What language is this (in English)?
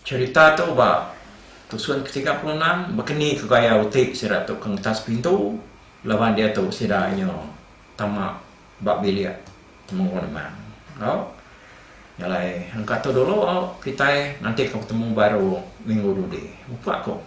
Iban